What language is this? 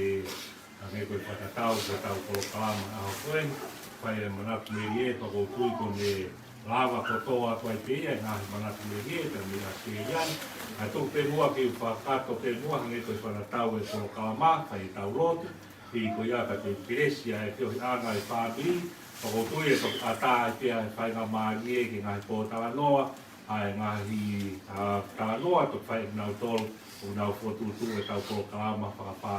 Tongan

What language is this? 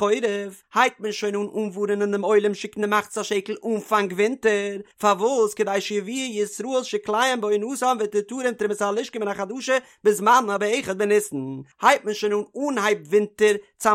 Yiddish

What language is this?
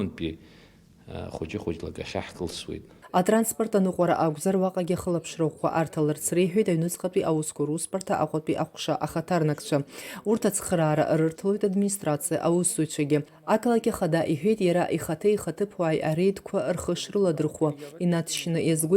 Abkhazian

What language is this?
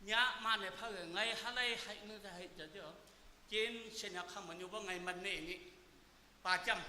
Naga Pidgin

